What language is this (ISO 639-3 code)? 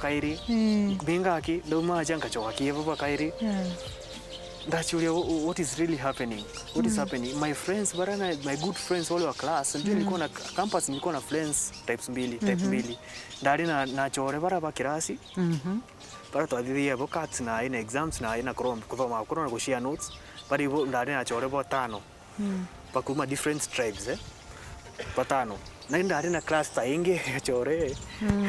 mer